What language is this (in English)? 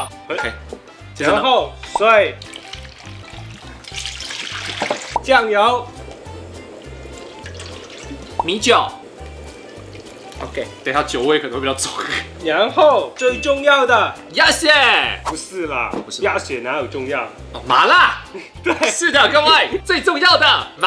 Chinese